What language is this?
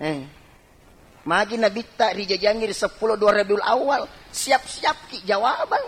Buginese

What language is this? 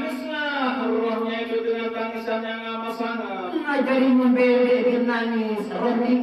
Sasak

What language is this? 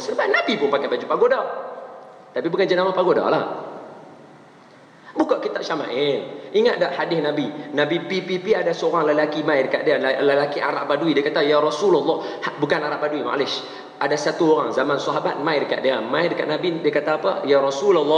Malay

